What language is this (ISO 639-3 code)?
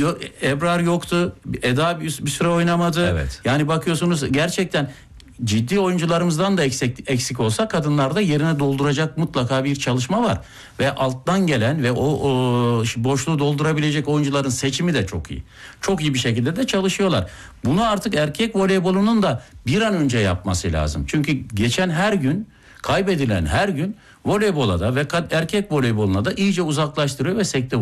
tur